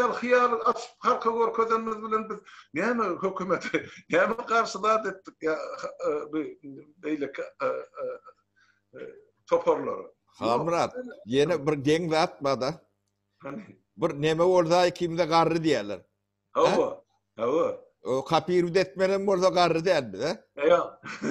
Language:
Turkmen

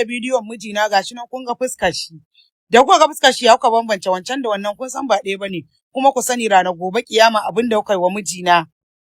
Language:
Hausa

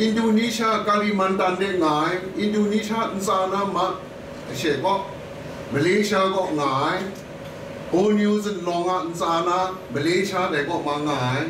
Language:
Kachin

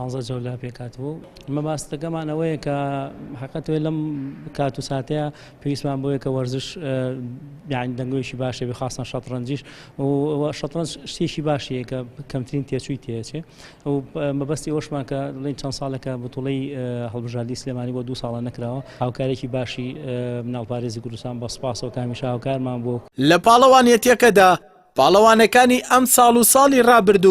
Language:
Central Kurdish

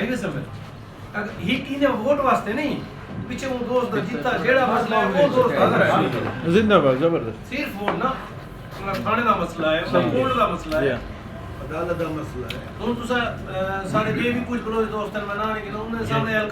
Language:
Eastern Balochi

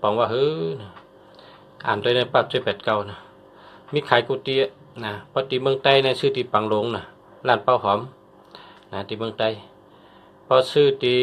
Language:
Shan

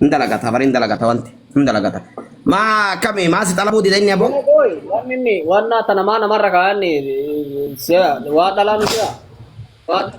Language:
Oromo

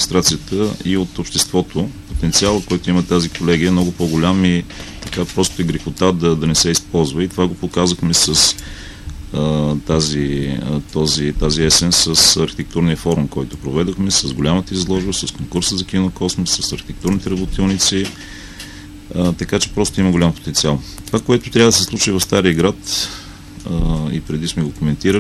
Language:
Bulgarian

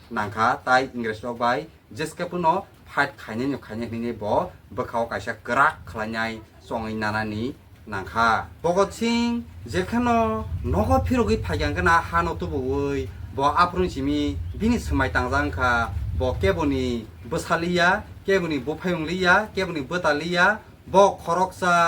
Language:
Kok Borok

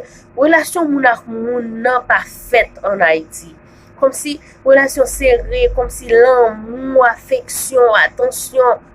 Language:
Haitian Creole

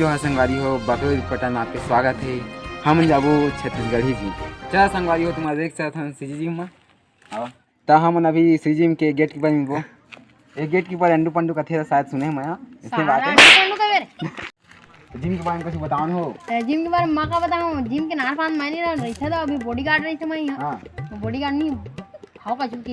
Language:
Chhattisgarhi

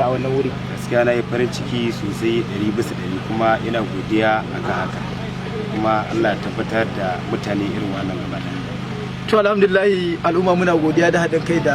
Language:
Hausa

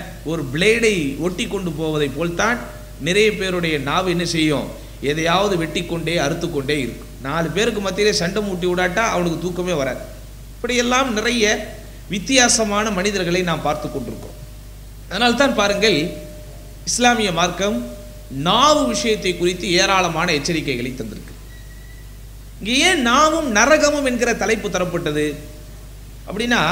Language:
Tamil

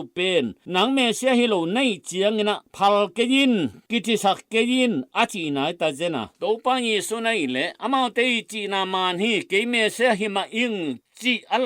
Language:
Tedim Chin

